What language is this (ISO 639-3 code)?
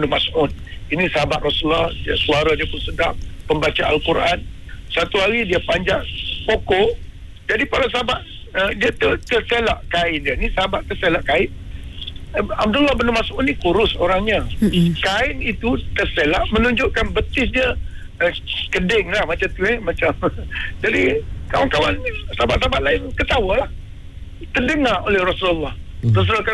msa